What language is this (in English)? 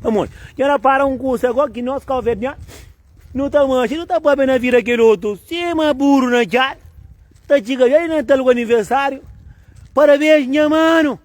Kabuverdianu